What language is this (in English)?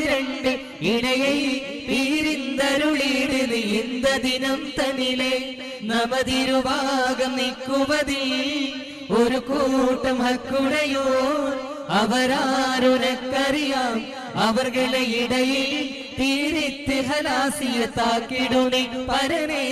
Malayalam